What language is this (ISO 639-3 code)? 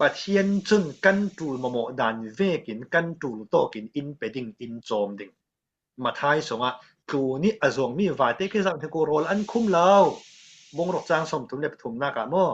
cfm